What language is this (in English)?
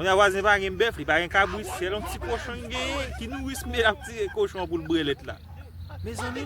Haitian Creole